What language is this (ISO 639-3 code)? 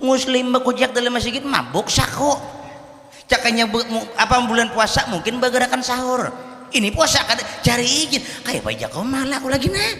bjn